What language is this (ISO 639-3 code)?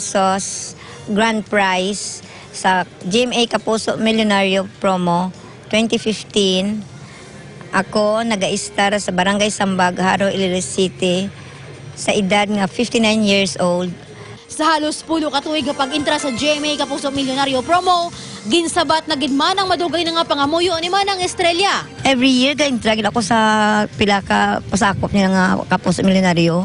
hil